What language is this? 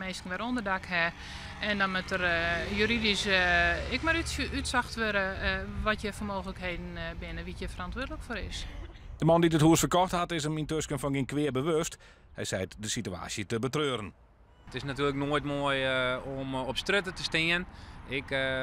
Western Frisian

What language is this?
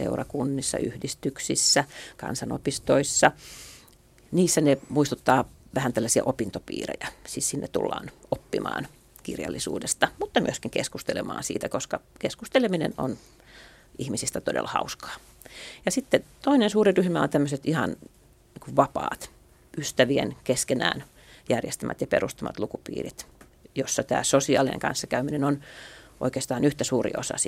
Finnish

